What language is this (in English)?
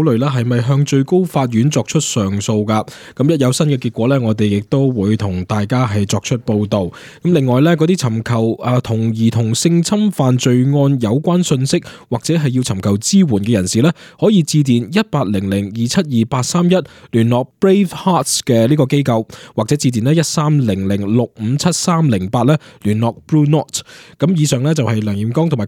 Cantonese